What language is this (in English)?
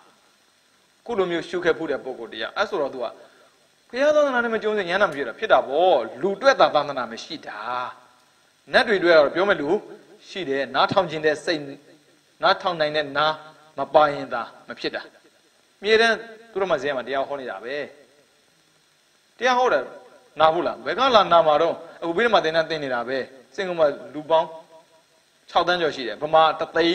Burmese